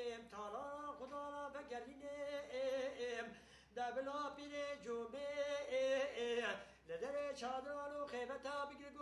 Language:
Kurdish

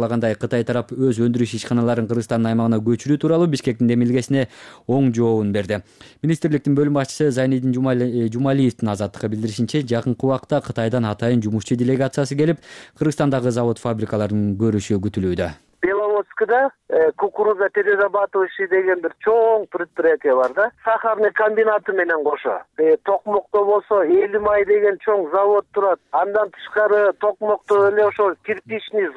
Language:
Kyrgyz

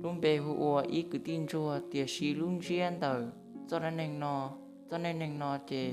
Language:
Hmong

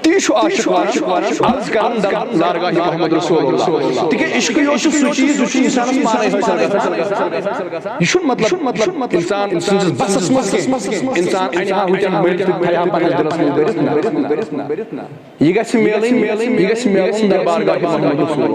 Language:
Kashmiri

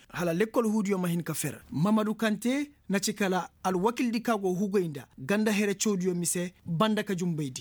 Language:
Koyraboro Senni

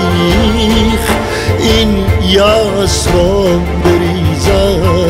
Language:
Persian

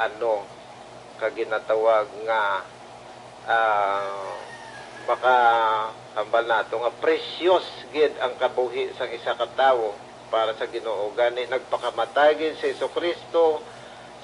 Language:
Hiligaynon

